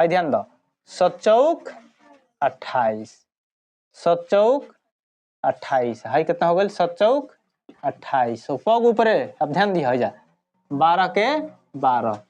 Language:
Bhojpuri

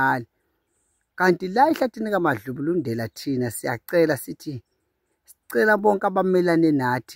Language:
Zulu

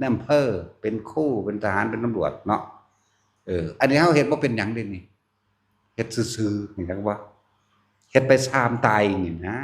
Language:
Northeastern Thai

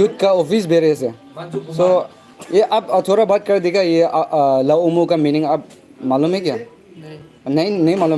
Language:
Naga Pidgin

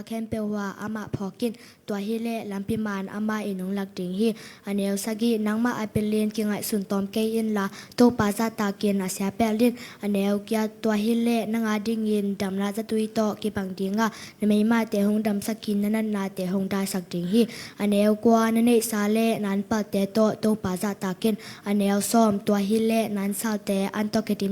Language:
Tedim Chin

